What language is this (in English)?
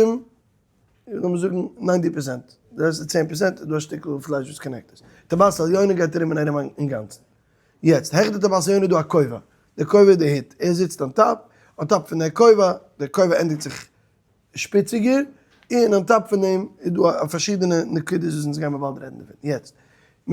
Yiddish